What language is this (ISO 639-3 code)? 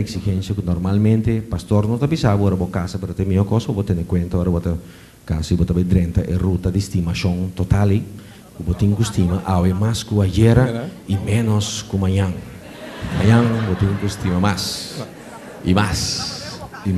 pap